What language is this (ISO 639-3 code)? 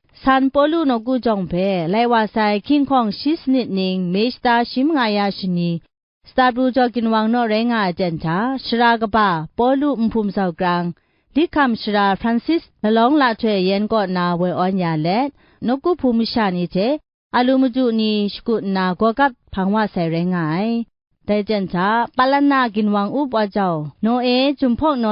kac